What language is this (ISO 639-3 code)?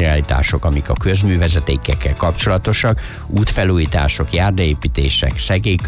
hun